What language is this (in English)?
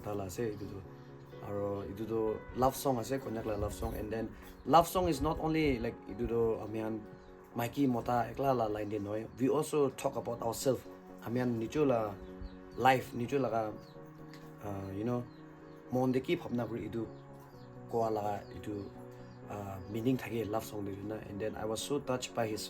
Naga Pidgin